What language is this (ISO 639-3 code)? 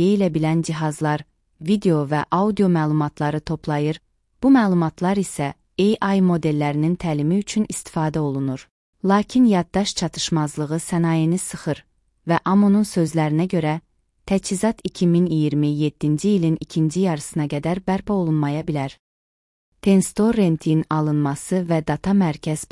aze